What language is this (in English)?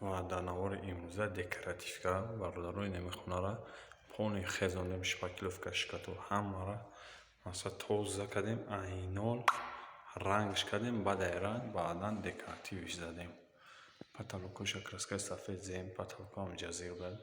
Tajik